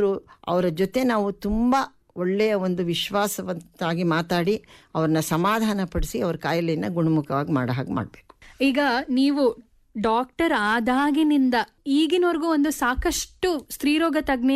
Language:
Kannada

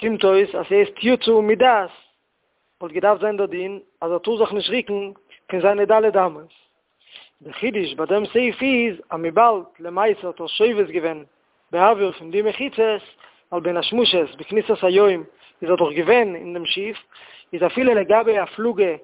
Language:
Yiddish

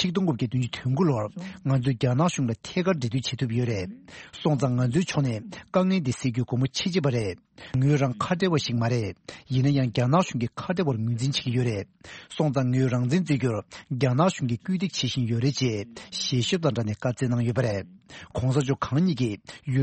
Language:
Tibetan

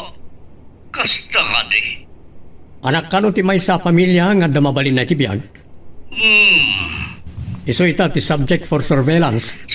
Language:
Iloko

